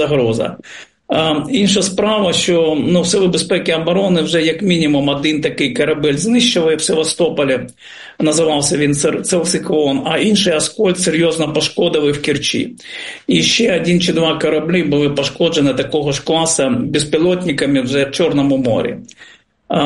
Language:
Ukrainian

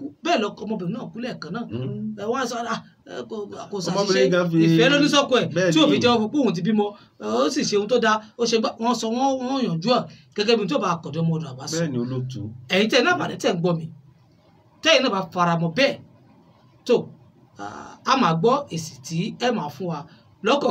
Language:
Yoruba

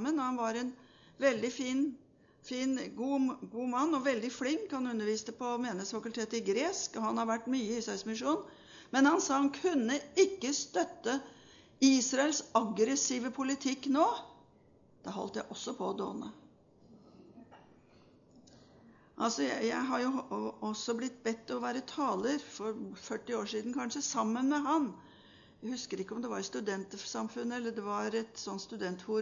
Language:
Norwegian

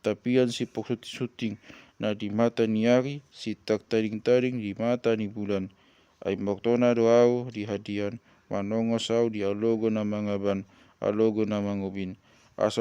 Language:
Batak Toba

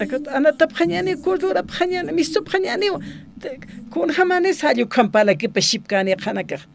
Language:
Aymara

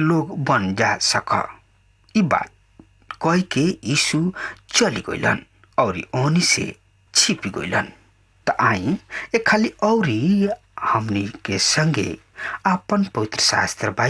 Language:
Bhojpuri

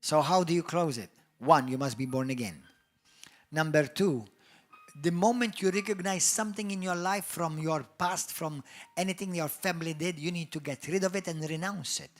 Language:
English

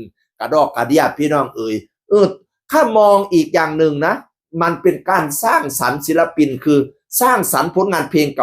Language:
Northeastern Thai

